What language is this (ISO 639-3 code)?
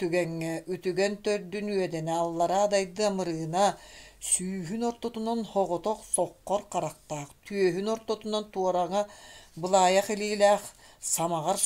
sah